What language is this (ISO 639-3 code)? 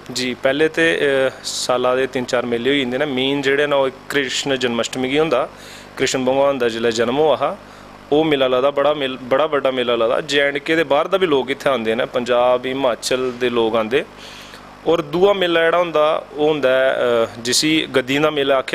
doi